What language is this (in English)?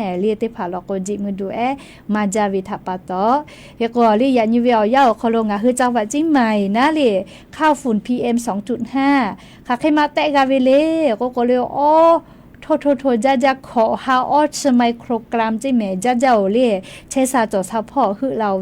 Lahu